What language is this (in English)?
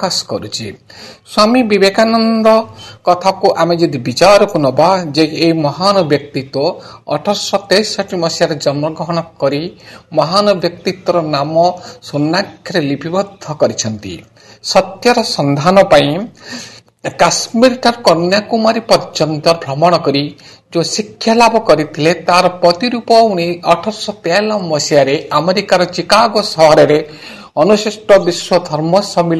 Odia